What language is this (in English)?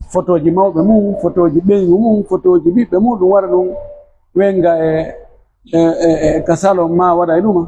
Pular